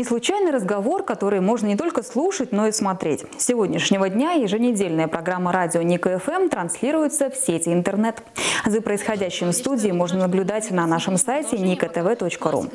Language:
Russian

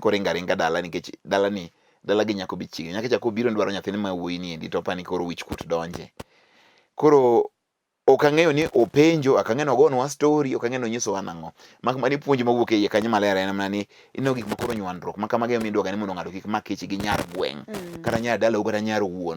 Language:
Luo (Kenya and Tanzania)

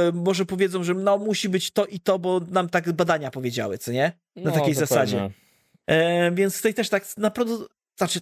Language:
Polish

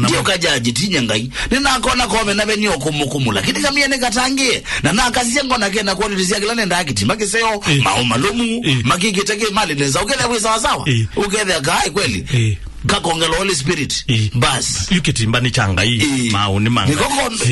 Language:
Kamba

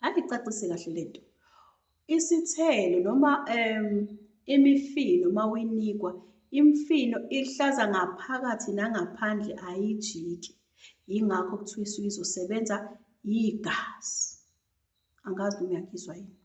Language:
Zulu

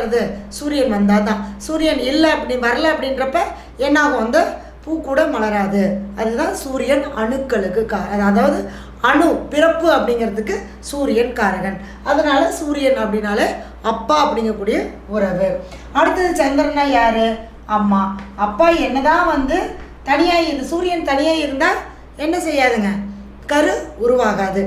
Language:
Tamil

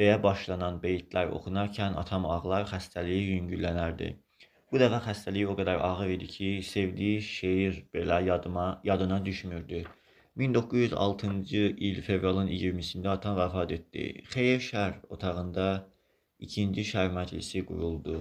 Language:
Azerbaijani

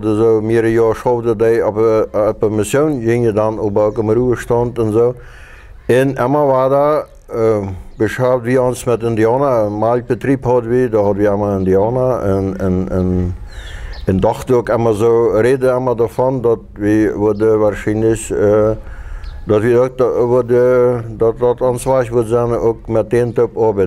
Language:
Plautdietsch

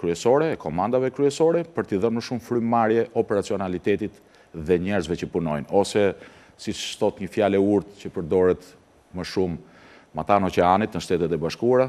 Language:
Albanian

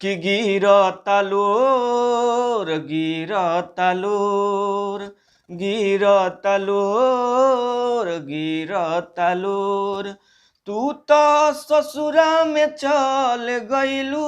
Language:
Bhojpuri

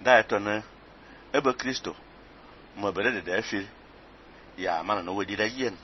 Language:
Fang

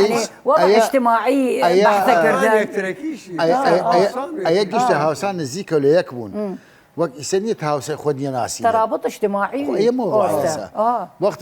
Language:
Southern Kurdish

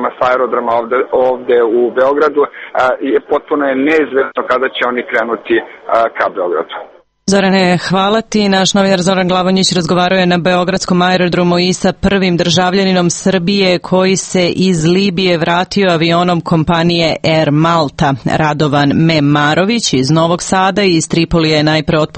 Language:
Serbian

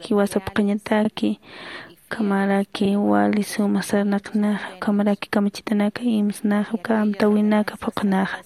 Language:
Aymara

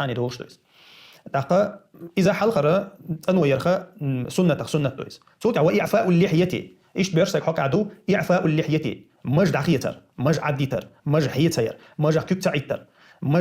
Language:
Chechen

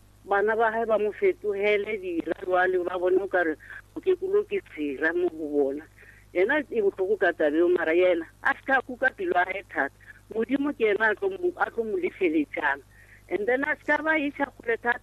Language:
Northern Sotho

